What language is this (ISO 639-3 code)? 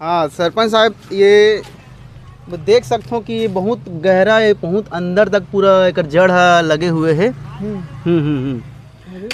hne